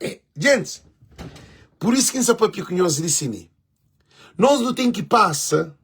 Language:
Kabuverdianu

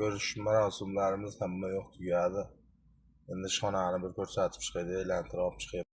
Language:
Uzbek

